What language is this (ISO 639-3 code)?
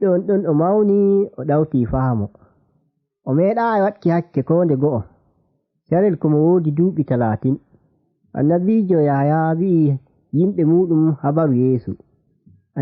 fuv